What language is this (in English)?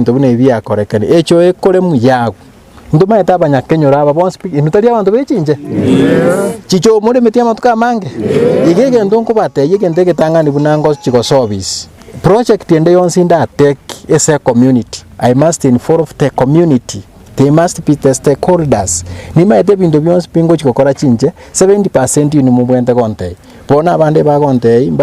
Gusii